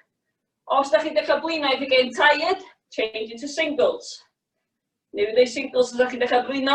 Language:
Welsh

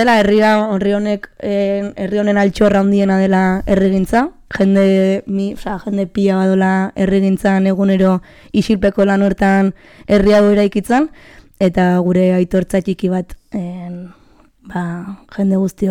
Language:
Basque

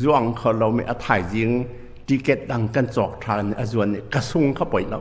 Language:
Hakha Chin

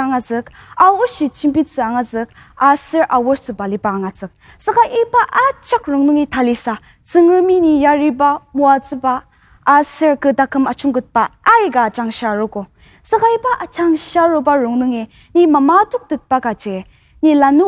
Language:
Ao Naga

